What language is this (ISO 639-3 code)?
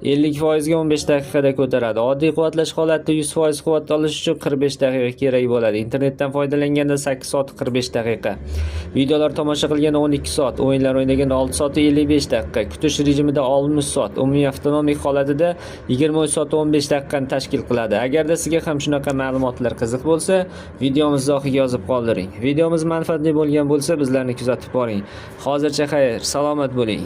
uzb